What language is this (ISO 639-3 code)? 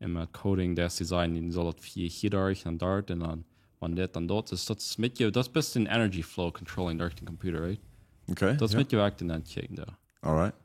pdt